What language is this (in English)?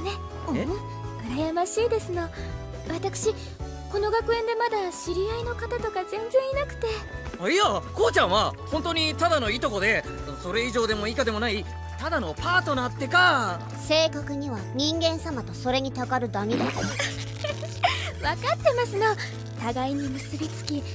Japanese